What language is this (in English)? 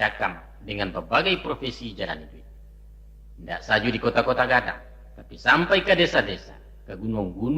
Minangkabau